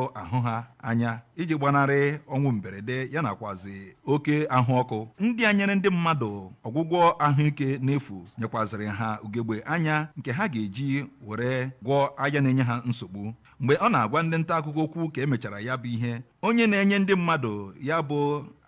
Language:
Igbo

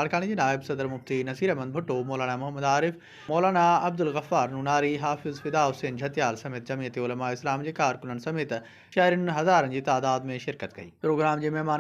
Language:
Sindhi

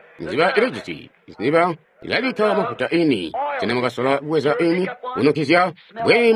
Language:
Tonga (Zambia)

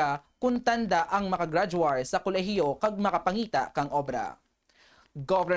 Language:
Kinaray-a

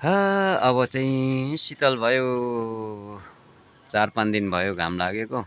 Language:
Nepali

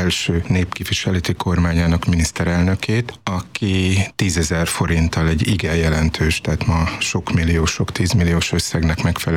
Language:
Hungarian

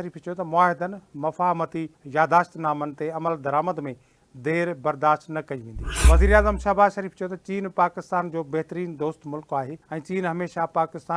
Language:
Sindhi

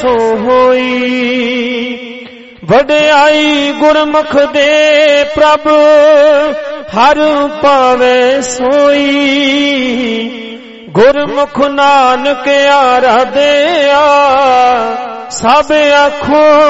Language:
Punjabi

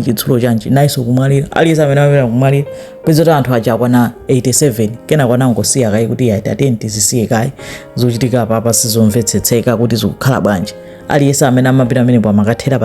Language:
Nyanja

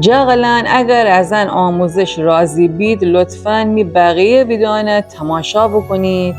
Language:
Gilaki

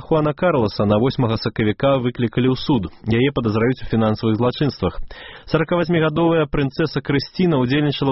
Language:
Belarusian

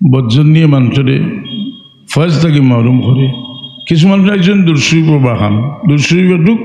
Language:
Sylheti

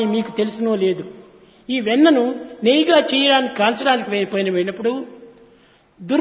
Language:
Telugu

